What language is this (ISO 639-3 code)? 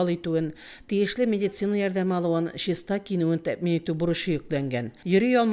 tat